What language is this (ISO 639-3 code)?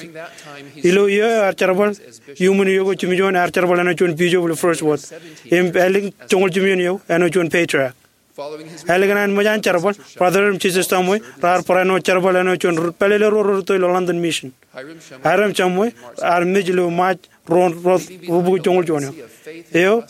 mah